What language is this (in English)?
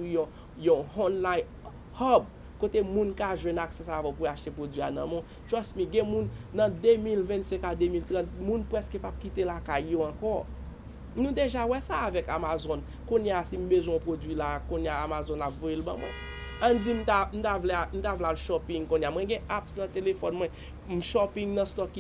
Haitian Creole